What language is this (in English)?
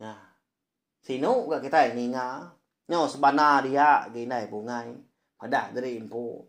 Iban